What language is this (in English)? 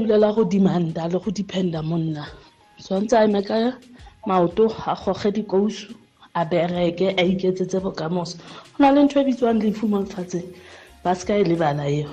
Tswana